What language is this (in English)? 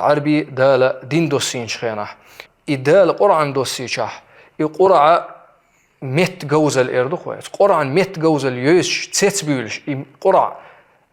Chechen